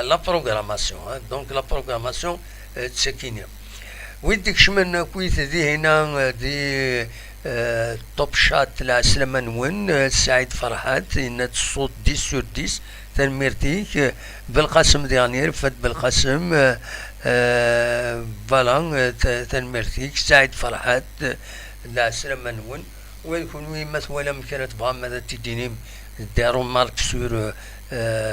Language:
Kabyle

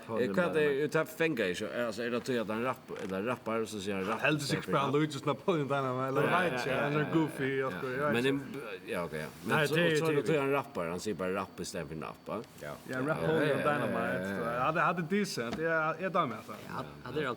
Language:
Faroese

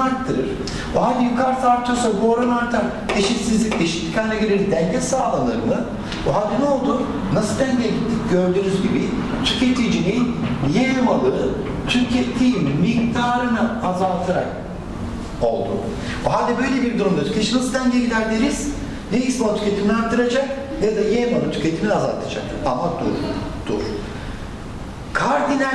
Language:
Turkish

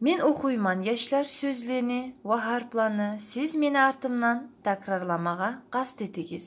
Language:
Kumyk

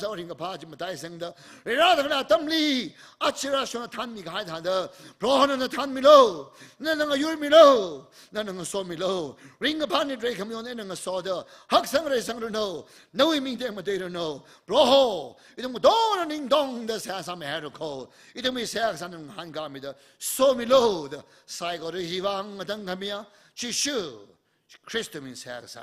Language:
Tangkhul Naga (India)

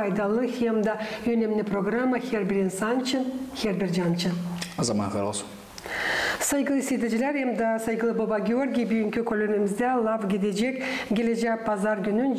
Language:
Gagauz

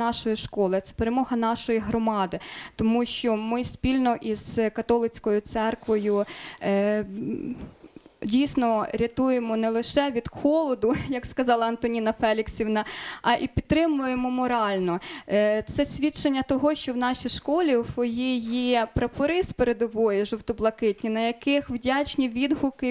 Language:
Ukrainian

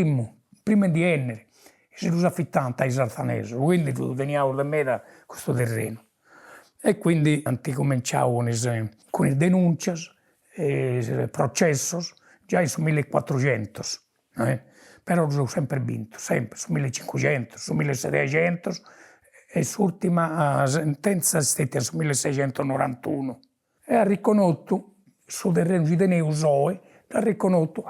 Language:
Sardinian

